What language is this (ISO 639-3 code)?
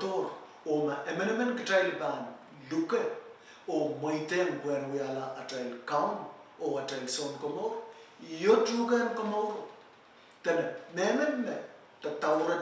pon